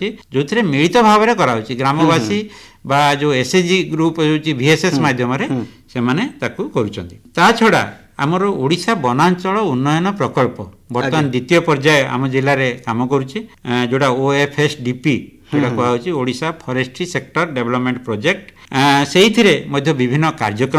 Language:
Odia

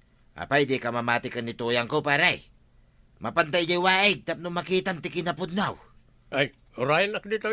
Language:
Iloko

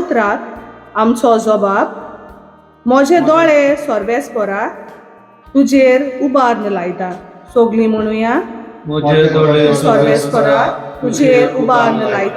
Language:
Konkani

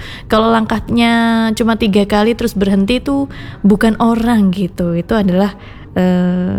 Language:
Indonesian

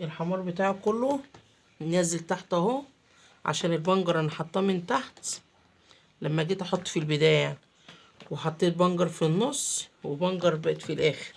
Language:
Egyptian Arabic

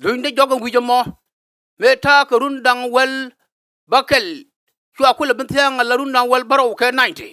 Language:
Nuer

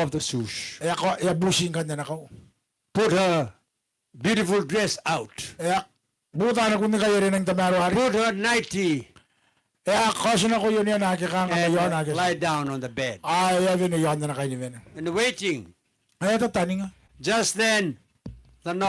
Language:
Gilbertese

